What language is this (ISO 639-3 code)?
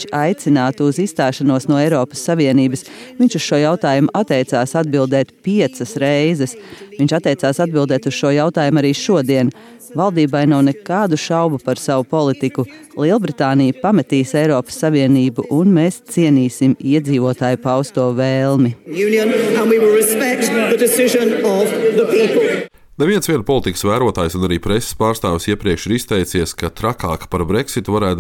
lav